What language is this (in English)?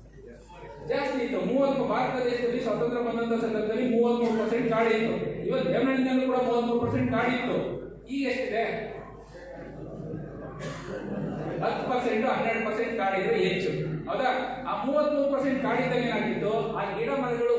Kannada